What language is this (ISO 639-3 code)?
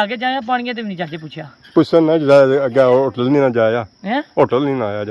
phr